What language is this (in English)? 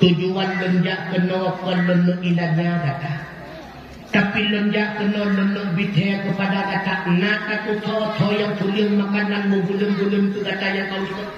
Achinese